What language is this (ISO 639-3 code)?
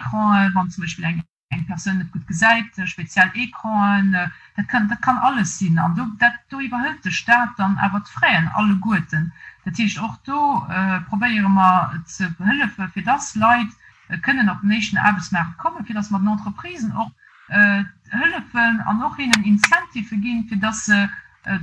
ltz